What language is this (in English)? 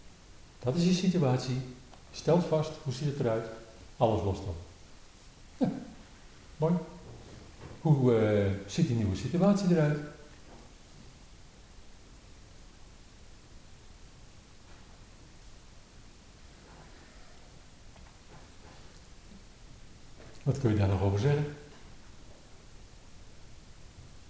Dutch